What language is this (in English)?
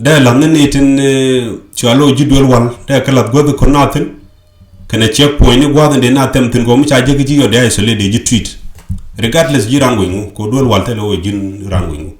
Nuer